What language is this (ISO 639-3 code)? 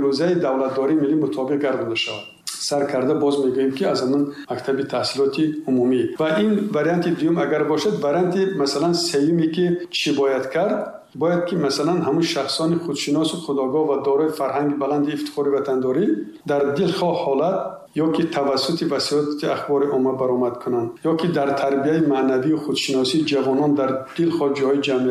tgk